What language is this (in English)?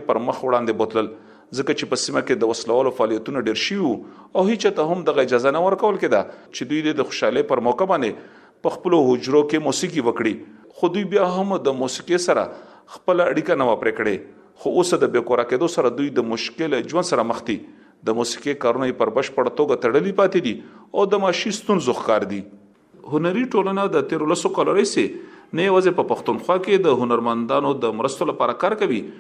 Pashto